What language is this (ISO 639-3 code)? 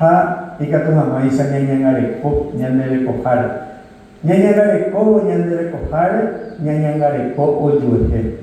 grn